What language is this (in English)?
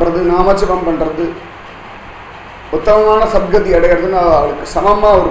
Tamil